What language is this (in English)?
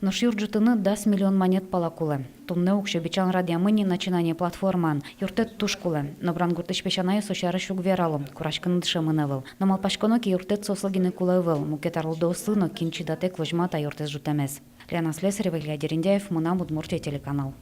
Udmurt